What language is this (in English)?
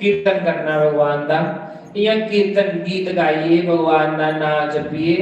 Dogri